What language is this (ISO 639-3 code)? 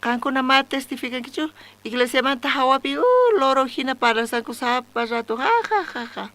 quh